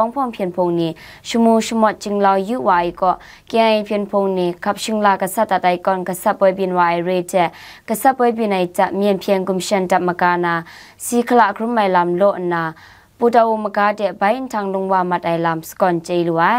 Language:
Kachin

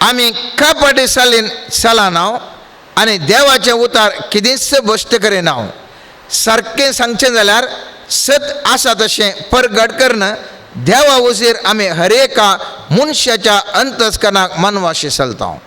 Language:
Konkani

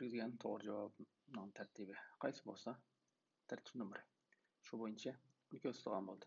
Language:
Uyghur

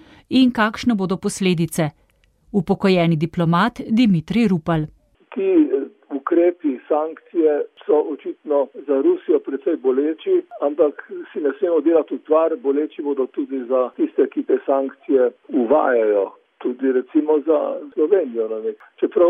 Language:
Slovenian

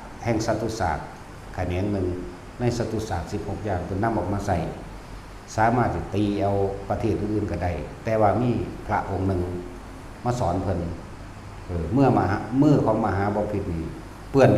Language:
Northeastern Thai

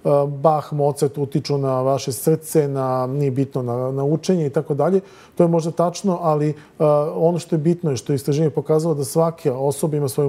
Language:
Serbian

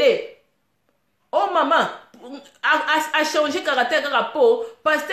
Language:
Lingala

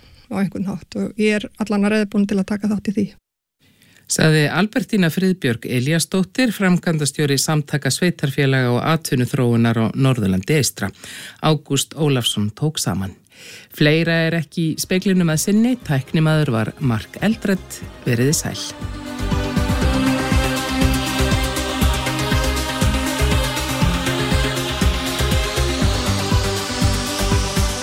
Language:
Icelandic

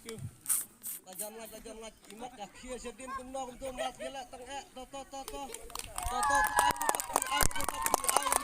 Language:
Khasi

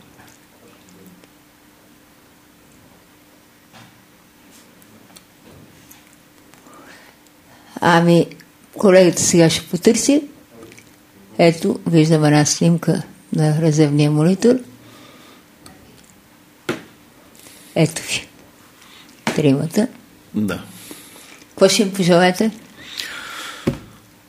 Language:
Bulgarian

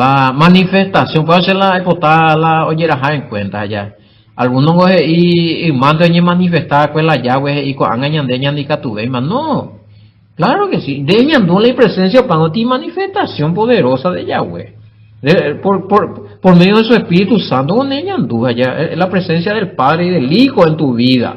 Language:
Guarani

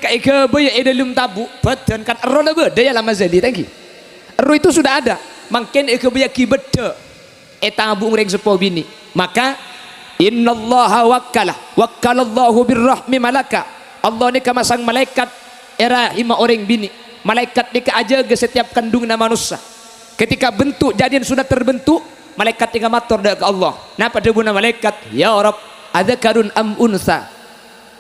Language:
Madurese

